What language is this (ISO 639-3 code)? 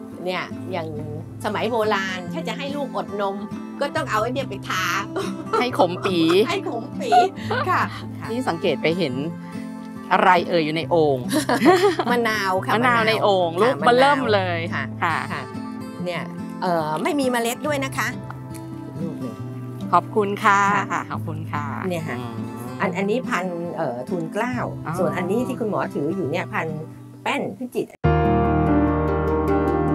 tha